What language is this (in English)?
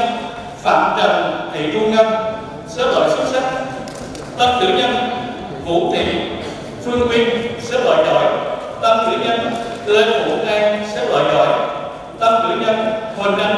Vietnamese